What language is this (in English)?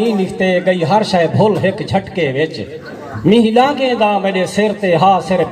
Saraiki